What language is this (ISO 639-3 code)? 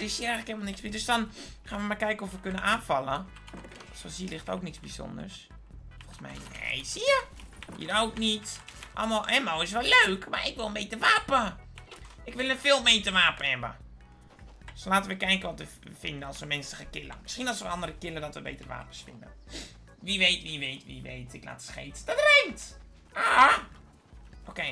nld